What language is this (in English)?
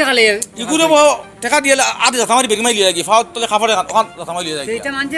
Sylheti